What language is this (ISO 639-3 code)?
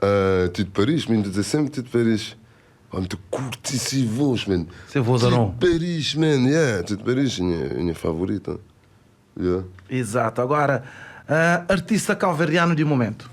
kea